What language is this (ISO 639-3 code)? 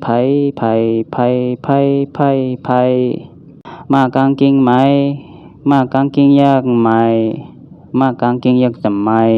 shn